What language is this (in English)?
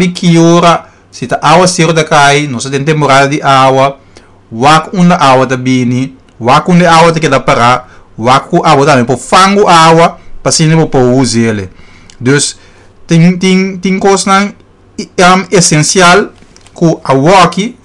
Papiamento